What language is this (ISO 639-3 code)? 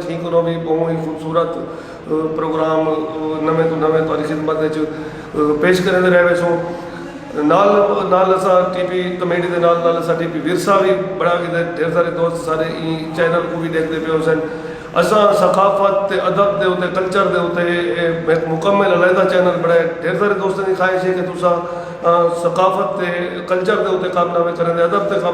skr